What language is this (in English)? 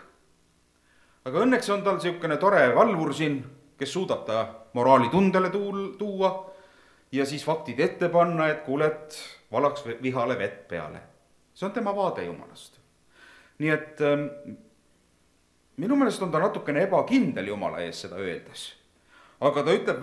Estonian